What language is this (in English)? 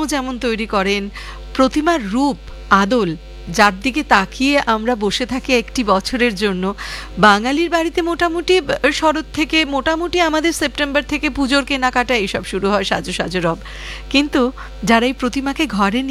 Bangla